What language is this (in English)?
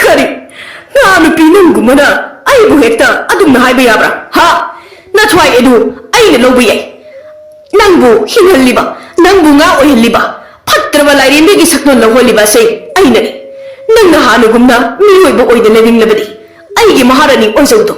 Manipuri